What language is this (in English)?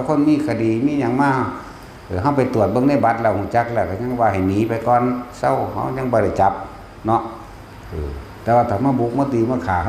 Northeastern Thai